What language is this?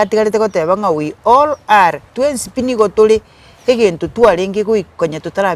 Gusii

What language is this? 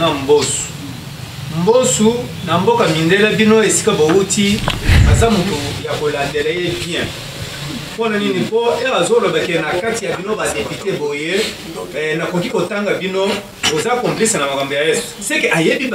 Lingala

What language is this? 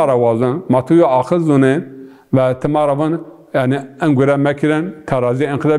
Zaza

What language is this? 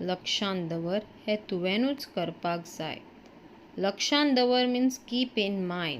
Konkani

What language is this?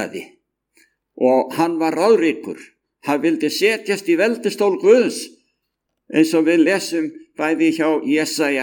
Icelandic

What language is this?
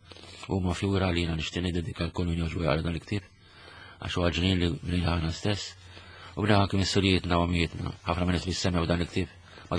Maltese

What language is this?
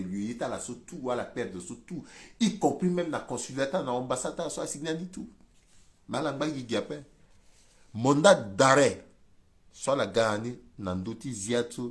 Sango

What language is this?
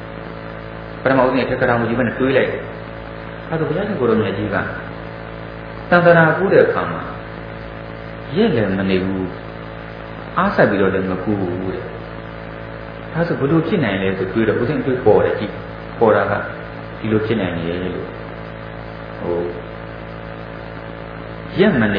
Burmese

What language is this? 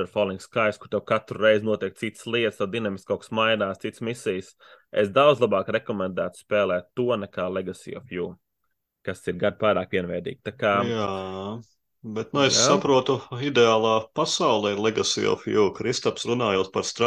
Latvian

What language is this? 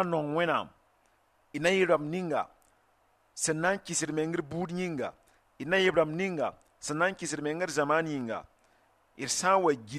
Mossi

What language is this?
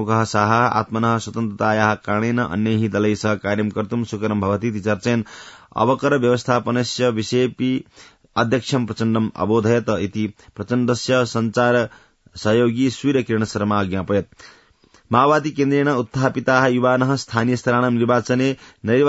Sanskrit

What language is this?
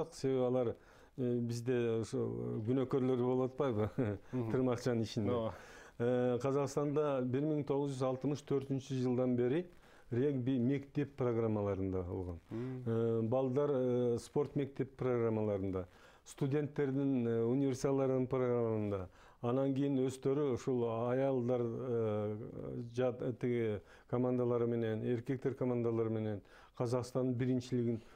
Kyrgyz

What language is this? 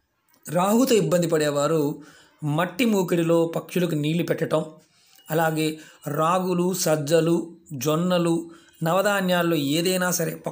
Telugu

